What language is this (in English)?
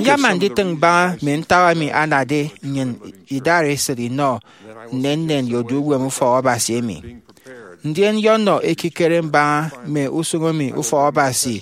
Efik